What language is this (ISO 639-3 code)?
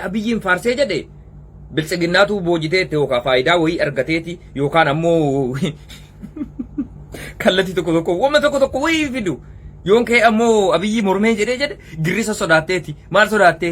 orm